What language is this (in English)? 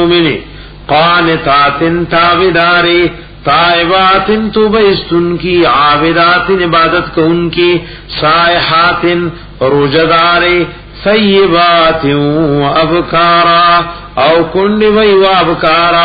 Pashto